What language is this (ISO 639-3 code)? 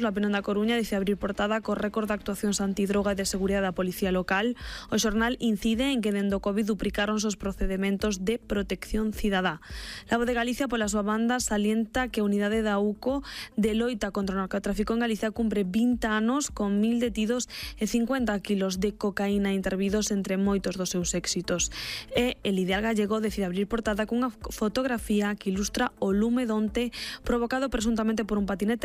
glg